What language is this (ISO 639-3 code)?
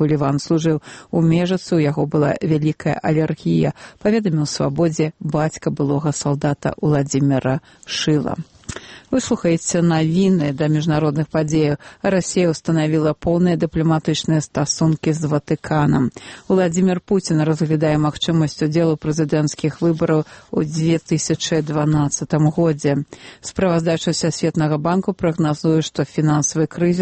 bel